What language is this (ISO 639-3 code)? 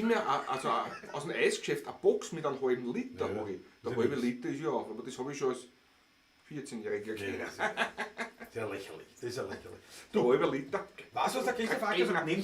bar